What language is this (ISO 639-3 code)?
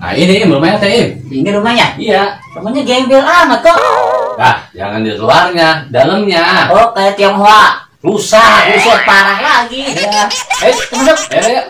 bew